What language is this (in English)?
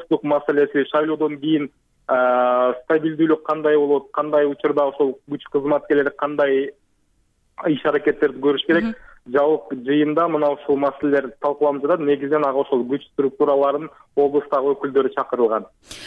Kyrgyz